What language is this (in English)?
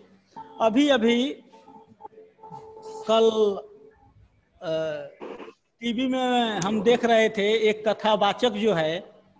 Hindi